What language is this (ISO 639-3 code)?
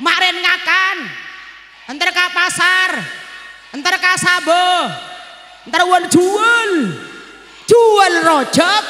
mad